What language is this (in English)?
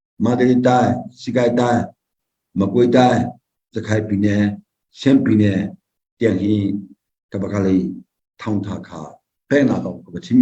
Hakha Chin